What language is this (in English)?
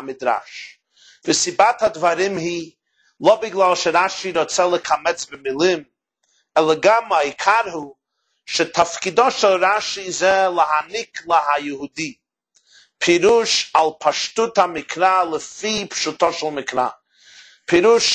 Hebrew